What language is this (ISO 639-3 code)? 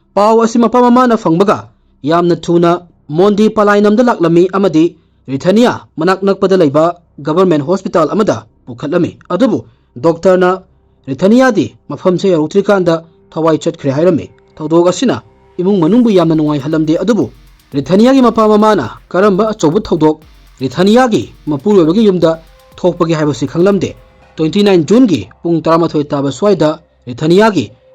mni